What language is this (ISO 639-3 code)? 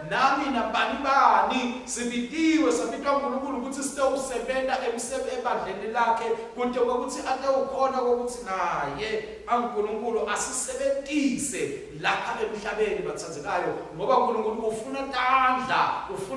ssw